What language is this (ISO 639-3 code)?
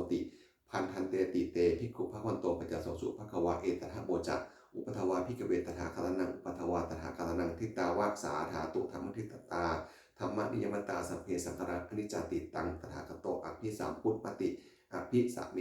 pli